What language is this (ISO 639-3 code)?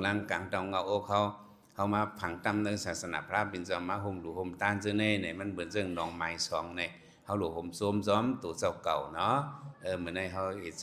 shn